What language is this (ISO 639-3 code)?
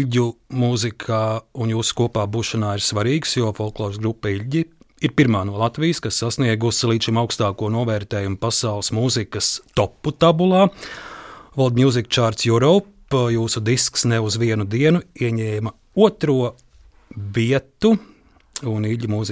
lav